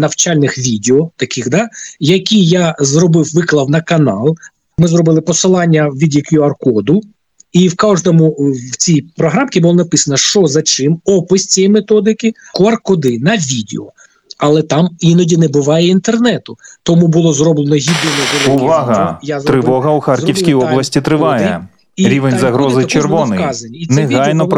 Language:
Ukrainian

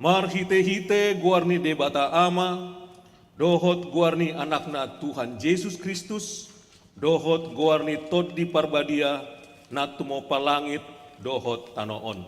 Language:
Batak Toba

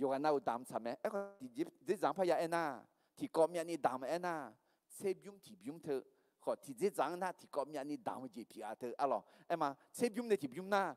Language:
Akha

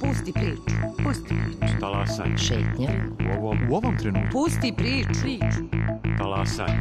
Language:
Serbian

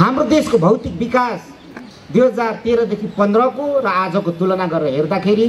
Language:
Nepali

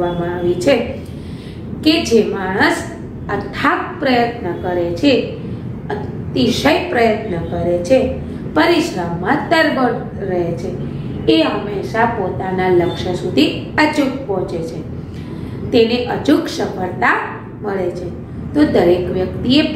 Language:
Gujarati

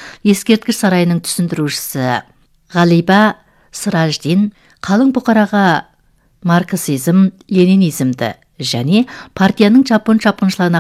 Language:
Kazakh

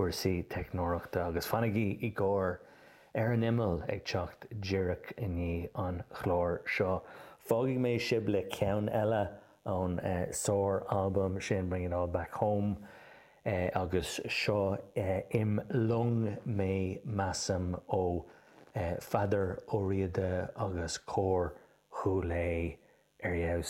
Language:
Irish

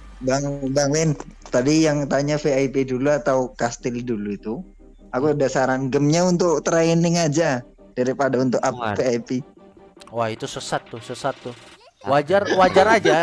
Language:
Indonesian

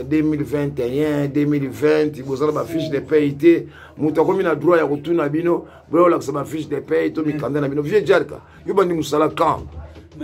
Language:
Lingala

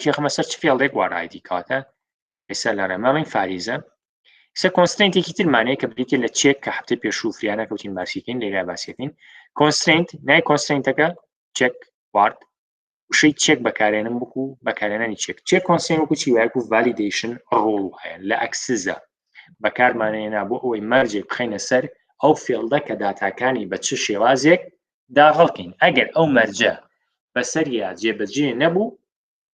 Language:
Central Kurdish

